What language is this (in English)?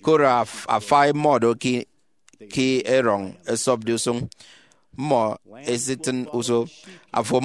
Efik